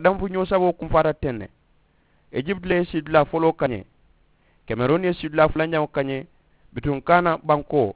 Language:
Mandingo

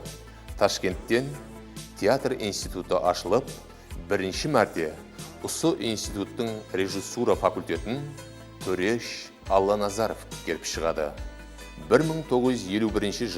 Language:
Kara-Kalpak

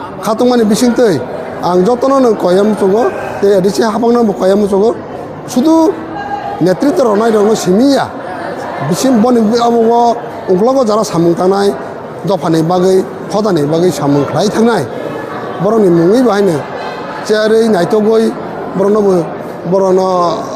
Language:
Kok Borok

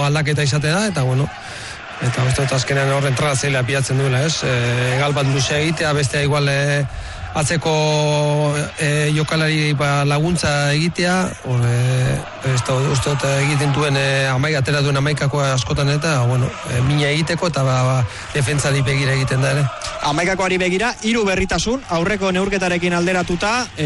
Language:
Basque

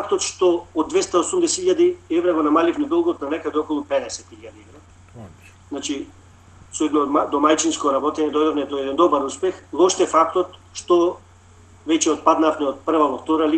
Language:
Macedonian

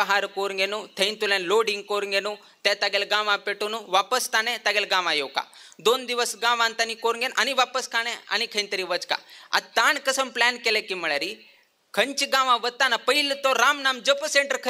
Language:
Konkani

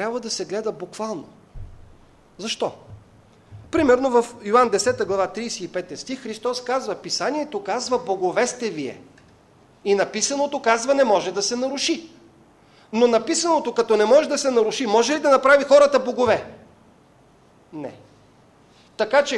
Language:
Bulgarian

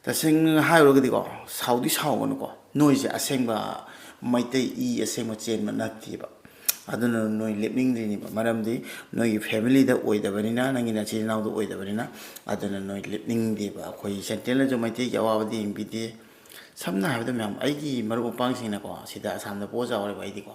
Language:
Manipuri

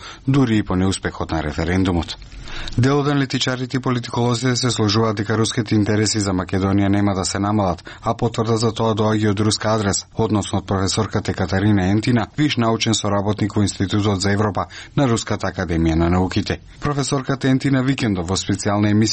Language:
Macedonian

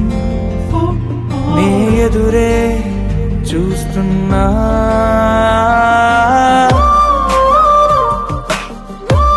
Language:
Telugu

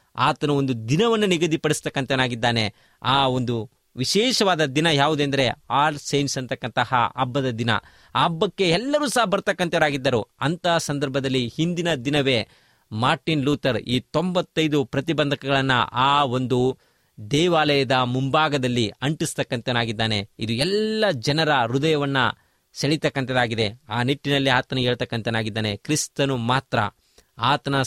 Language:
Kannada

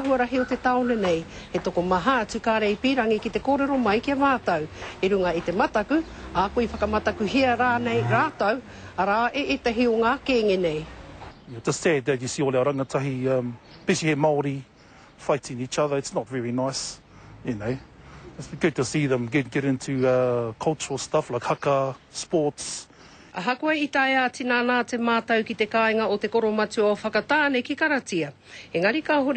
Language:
Māori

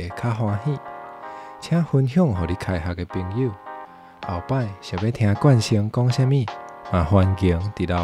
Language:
Min Nan Chinese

